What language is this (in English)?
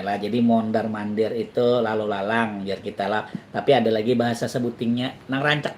Banjar